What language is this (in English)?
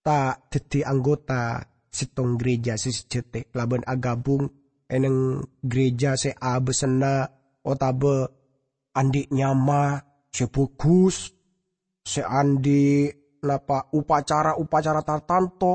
Madurese